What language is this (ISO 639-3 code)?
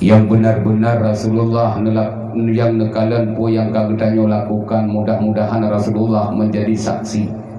ace